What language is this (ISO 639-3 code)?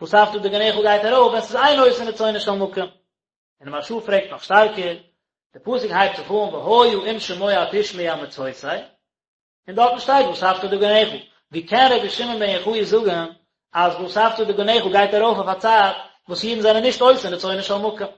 yid